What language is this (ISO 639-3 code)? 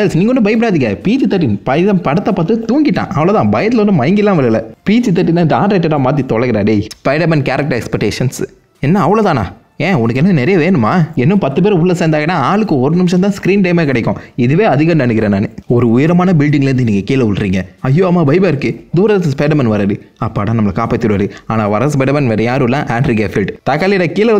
tam